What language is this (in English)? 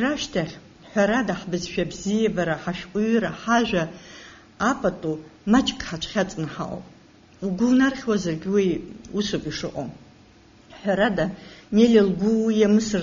Abkhazian